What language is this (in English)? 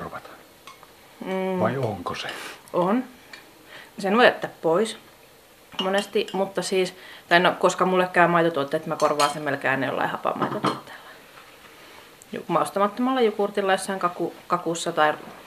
Finnish